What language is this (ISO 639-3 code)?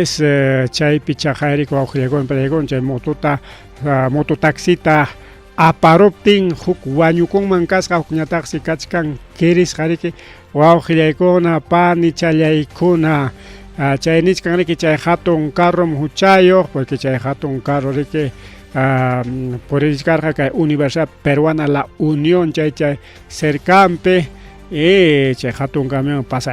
quy